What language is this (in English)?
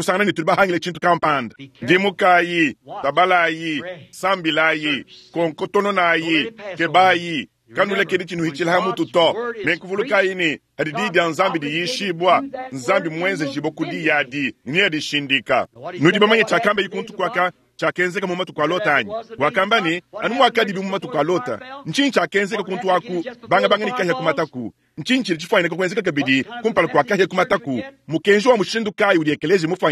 Luba-Lulua